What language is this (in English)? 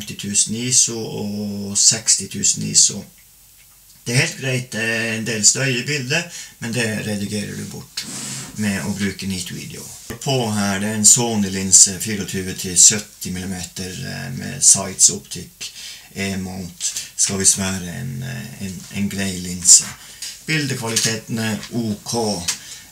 Norwegian